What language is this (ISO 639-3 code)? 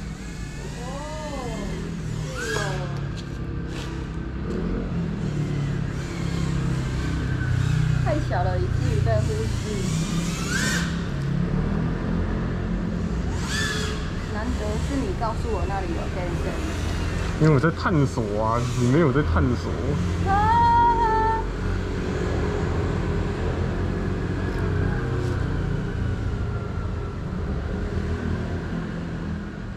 zho